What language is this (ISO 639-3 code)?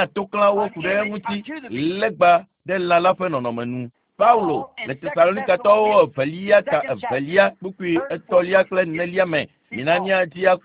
ewe